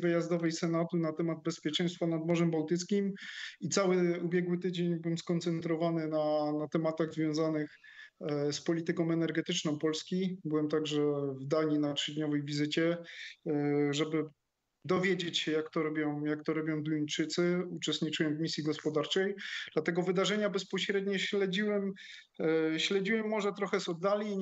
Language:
Polish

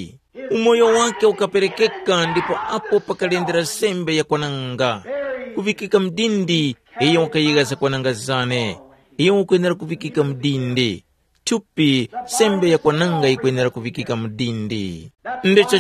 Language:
Tumbuka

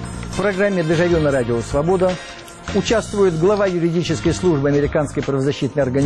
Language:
Russian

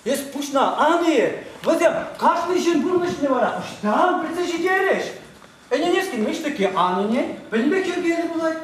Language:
Chuvash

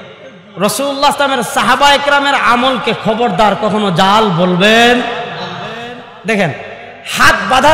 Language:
Bangla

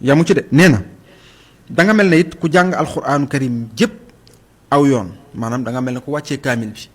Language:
Wolof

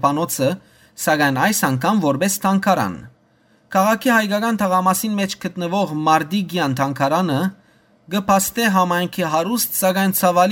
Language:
Western Armenian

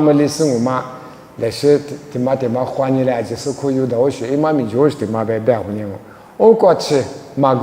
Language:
Lisu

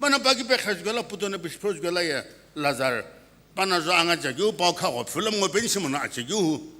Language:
Sumi Naga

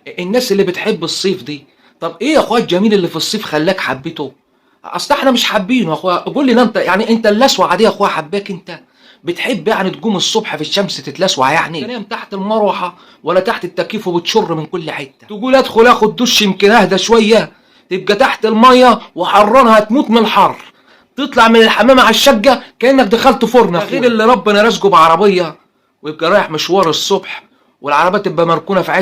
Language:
Egyptian Arabic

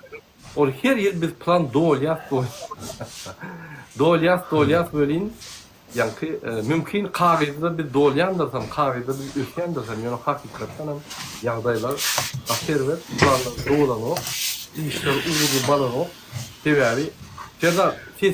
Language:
Turkmen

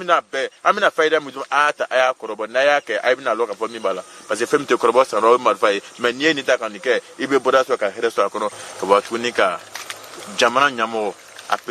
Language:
Bambara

